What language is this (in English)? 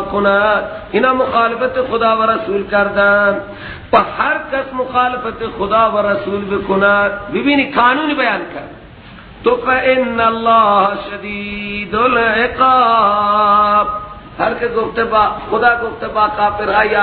Persian